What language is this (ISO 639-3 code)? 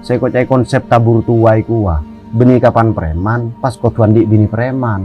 mad